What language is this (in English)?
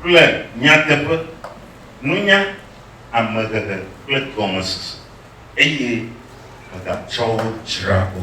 Ewe